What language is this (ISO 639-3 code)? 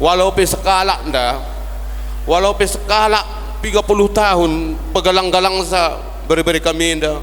btx